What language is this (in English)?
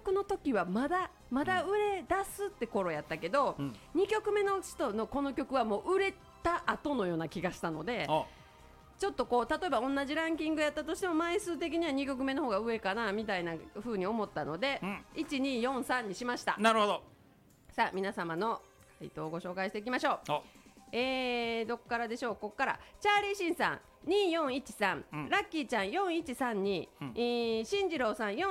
Japanese